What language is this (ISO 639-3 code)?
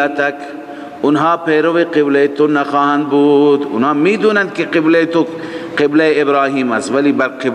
fas